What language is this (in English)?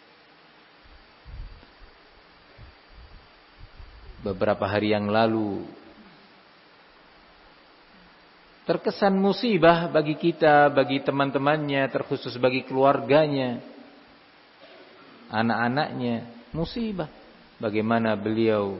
Indonesian